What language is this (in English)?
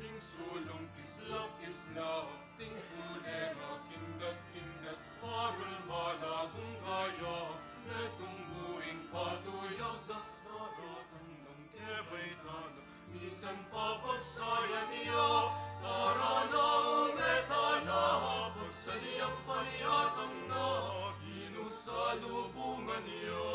Pampanga